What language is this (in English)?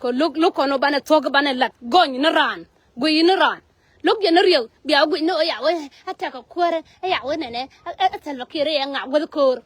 Nuer